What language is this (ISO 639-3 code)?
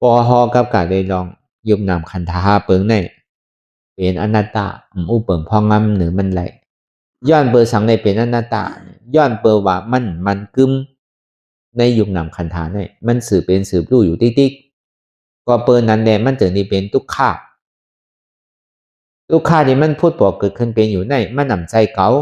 shn